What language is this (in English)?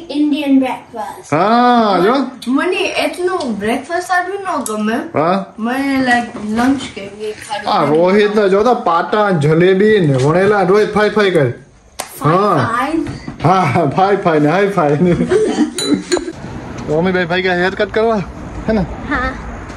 Gujarati